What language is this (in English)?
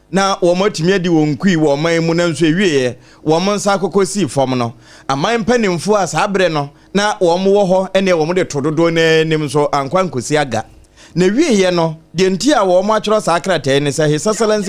Akan